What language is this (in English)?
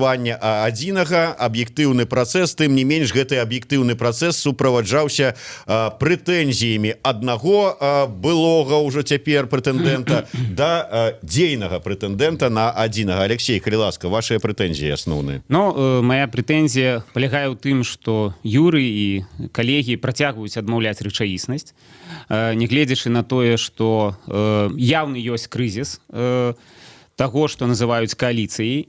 Belarusian